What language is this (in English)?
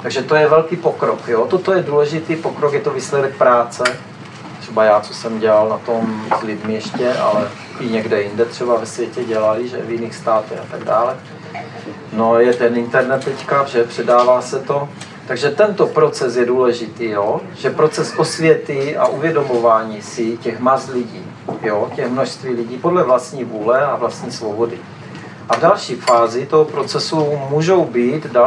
Czech